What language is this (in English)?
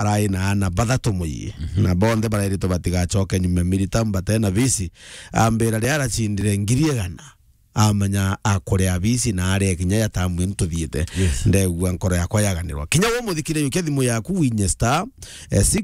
Meru